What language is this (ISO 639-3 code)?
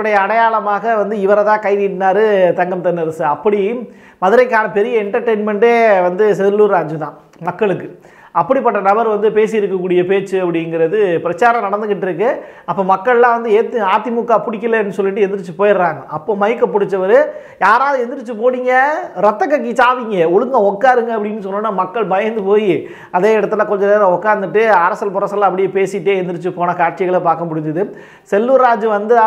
tam